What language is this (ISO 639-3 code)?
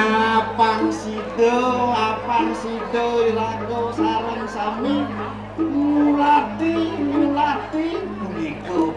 ban